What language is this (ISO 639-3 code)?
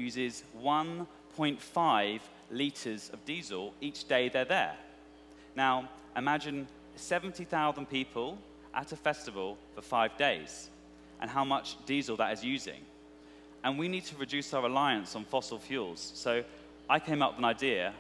eng